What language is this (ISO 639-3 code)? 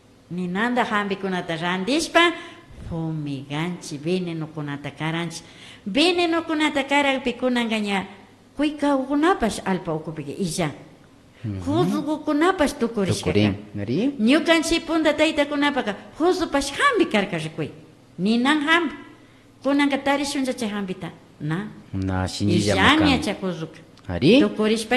qvi